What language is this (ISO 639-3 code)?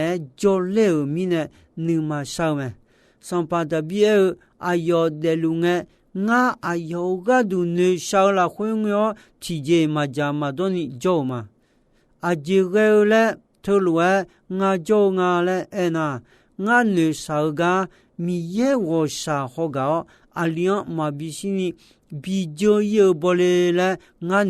ahk